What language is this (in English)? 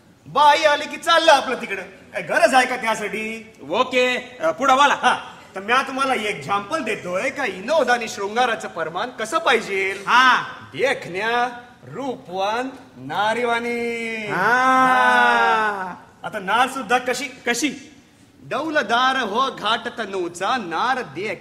Marathi